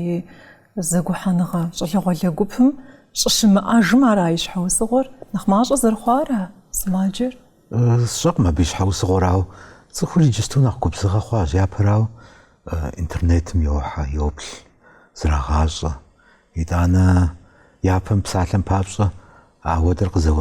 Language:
Kabardian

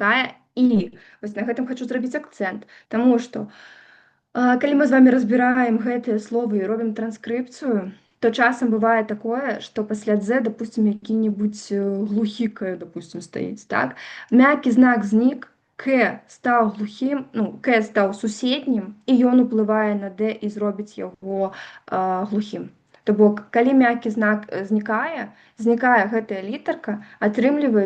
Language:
Belarusian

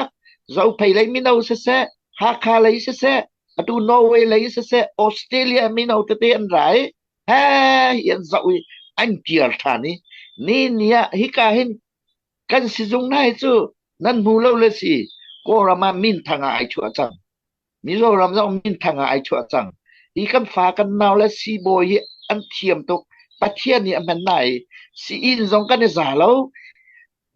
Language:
Hakha Chin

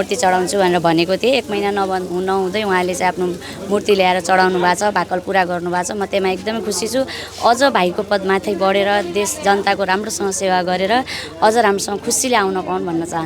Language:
Nepali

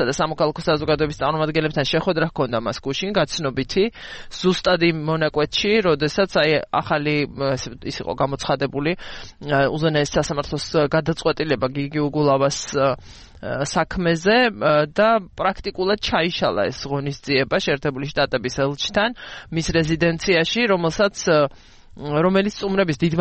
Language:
Georgian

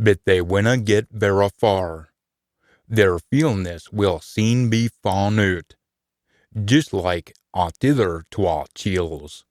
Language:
Scots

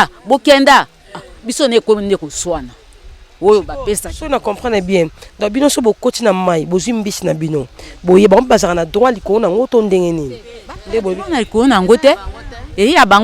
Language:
Lingala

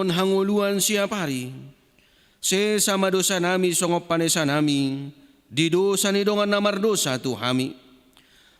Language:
Batak Toba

